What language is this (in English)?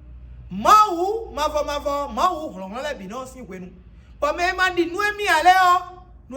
Fon